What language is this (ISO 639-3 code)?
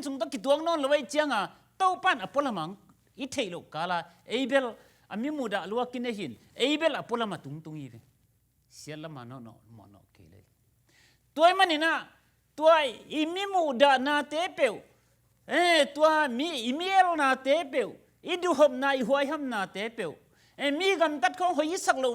ctd